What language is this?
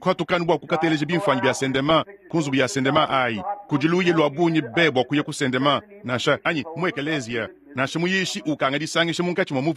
Luba-Lulua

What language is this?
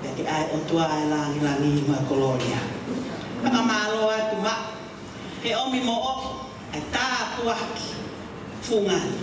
Tongan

